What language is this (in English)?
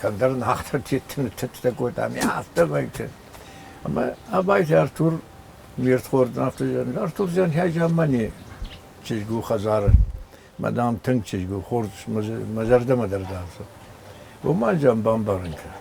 Ossetic